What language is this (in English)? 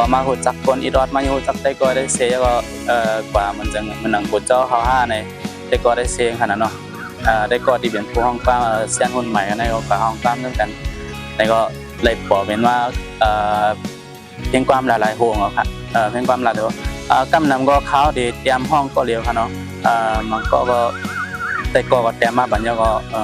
Shan